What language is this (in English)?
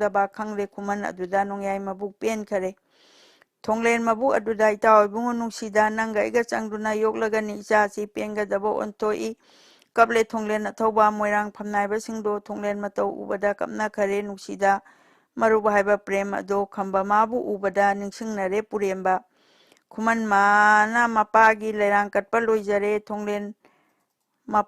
Manipuri